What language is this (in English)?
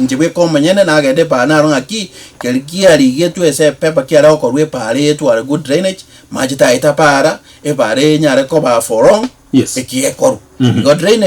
Gusii